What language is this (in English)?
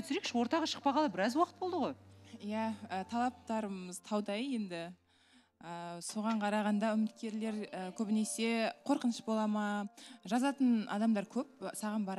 Kazakh